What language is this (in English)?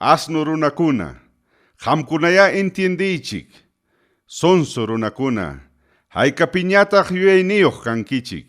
Ayacucho Quechua